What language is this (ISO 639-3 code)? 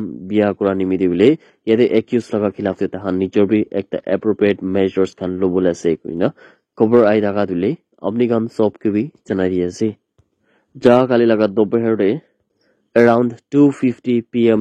nag